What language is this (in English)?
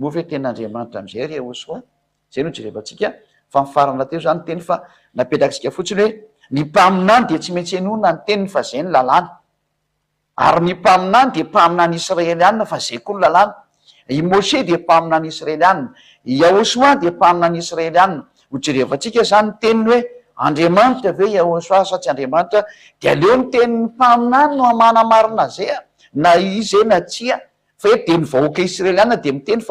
Malagasy